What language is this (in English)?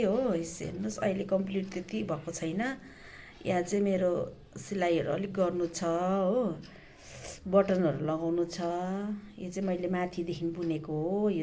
Nepali